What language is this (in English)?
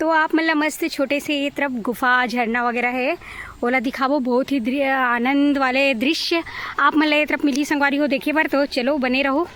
Chhattisgarhi